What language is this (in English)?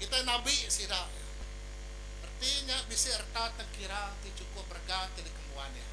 Iban